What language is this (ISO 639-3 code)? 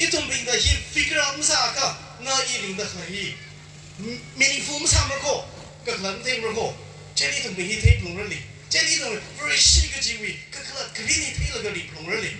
nmf